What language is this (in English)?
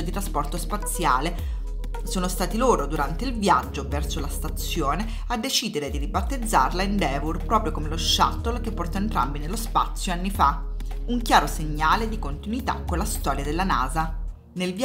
Italian